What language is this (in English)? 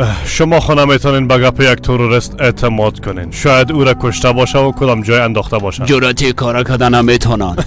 Persian